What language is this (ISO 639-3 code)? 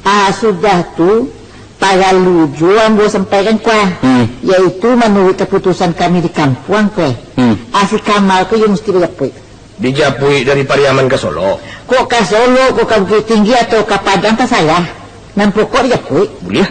min